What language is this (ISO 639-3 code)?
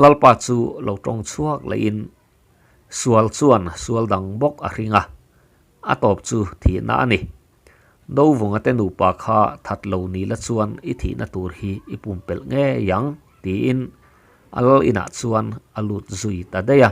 lus